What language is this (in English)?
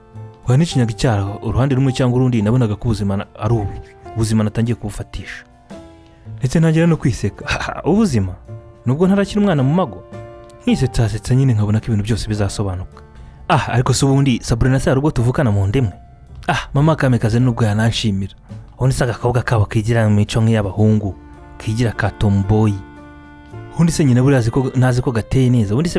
Kinyarwanda